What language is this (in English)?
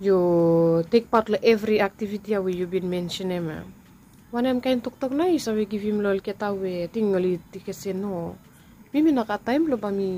Bislama